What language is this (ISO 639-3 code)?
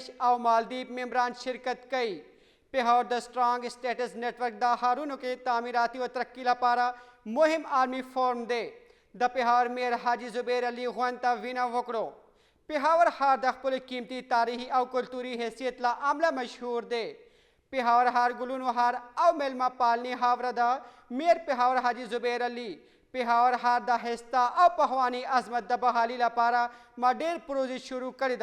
pus